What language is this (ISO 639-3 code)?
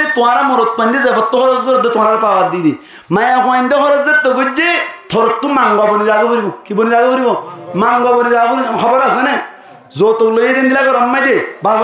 rhg